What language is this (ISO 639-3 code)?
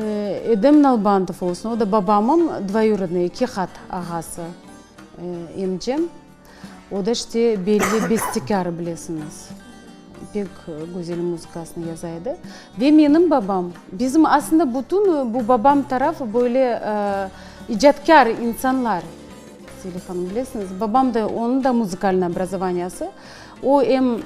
crh